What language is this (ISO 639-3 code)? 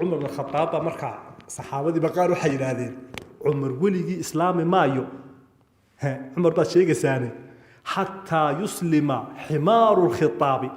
som